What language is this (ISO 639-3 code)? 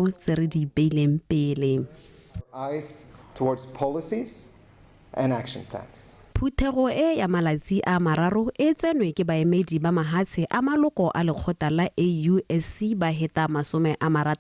tsn